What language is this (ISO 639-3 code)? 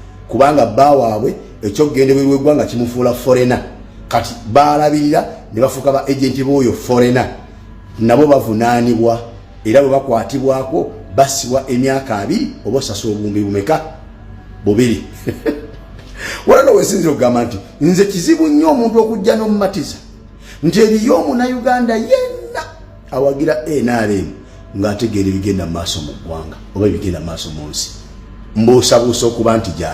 lug